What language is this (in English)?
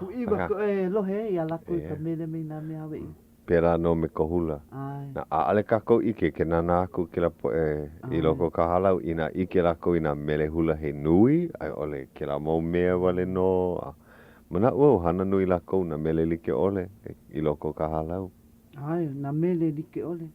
Hawaiian